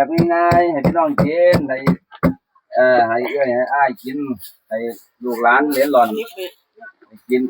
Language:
Northeastern Thai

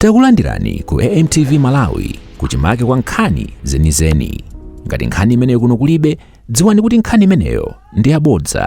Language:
Nyanja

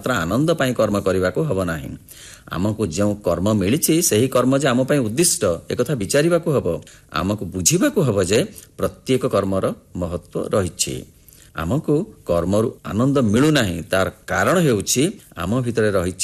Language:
Odia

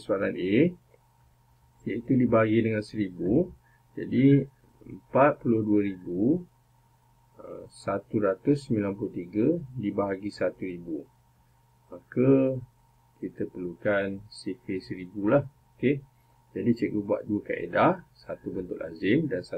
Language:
Malay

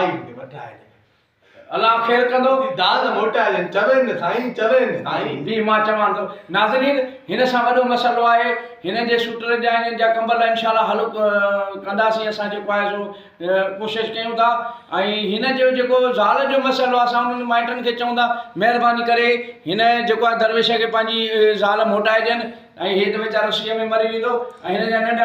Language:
Sindhi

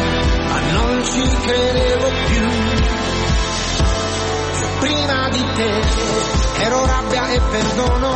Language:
Italian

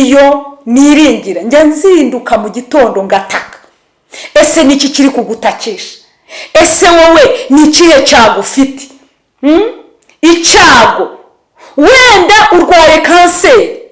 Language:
Kinyarwanda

